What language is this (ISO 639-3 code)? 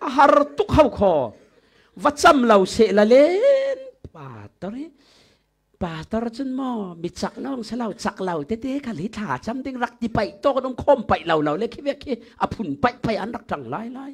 cfm